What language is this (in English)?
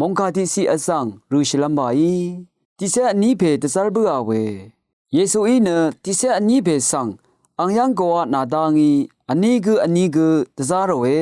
Rawang